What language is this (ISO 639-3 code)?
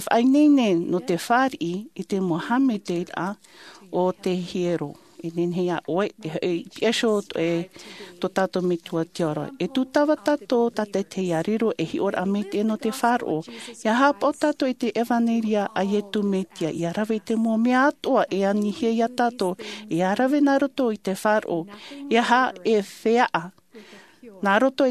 tah